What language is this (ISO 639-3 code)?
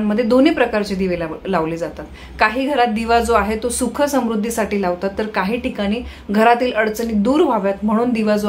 mar